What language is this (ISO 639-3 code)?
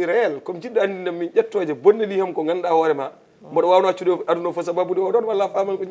ful